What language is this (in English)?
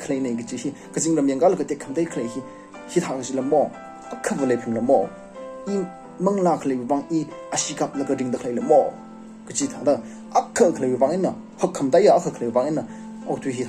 Tangkhul Naga (India)